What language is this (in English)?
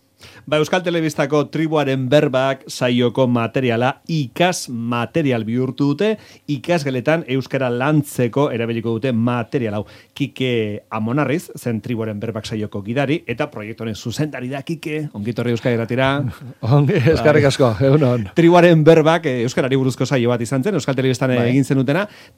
Basque